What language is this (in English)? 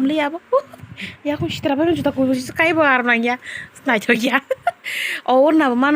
Kok Borok